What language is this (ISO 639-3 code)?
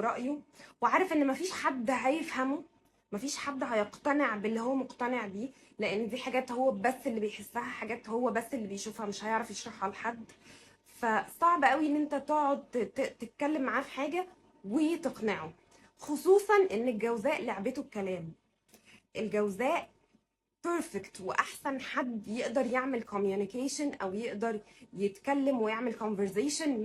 arz